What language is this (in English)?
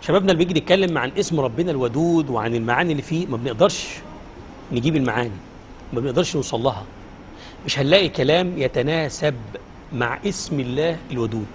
Egyptian Arabic